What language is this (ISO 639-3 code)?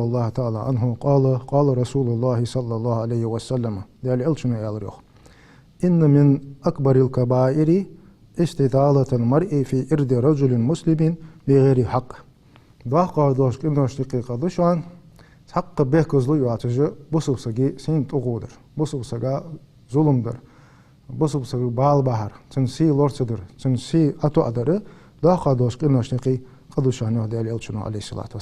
inh